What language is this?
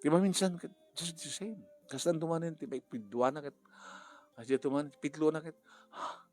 Iloko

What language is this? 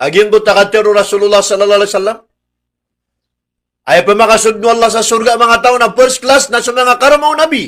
Maranao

